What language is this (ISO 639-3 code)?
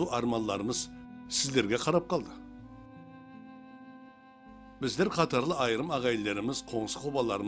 kaa